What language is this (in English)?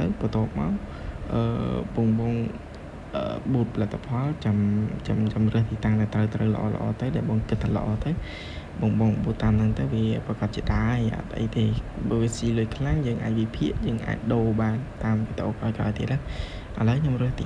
Khmer